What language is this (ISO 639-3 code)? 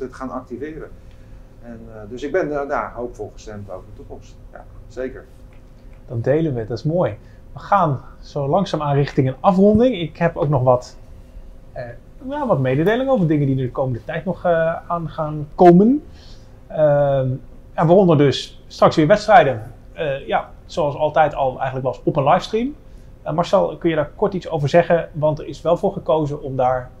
nld